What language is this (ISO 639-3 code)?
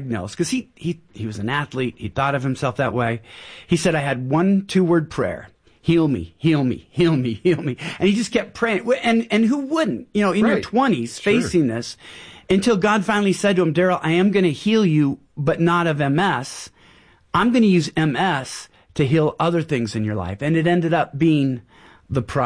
eng